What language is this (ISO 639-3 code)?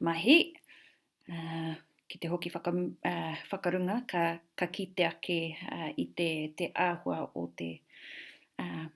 mri